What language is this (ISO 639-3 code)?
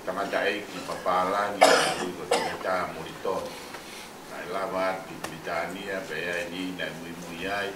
ton